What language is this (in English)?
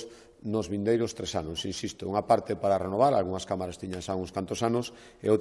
Galician